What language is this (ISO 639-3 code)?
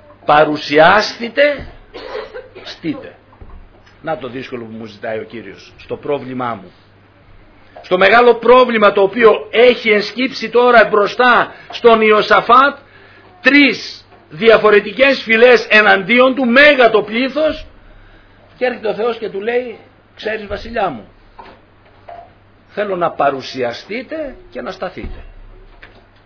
ell